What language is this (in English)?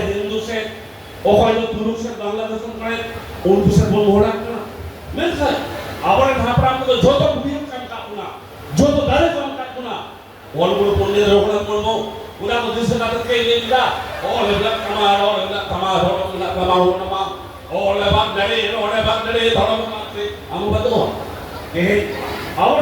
Santali